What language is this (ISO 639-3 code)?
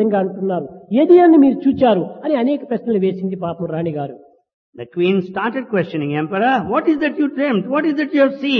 tel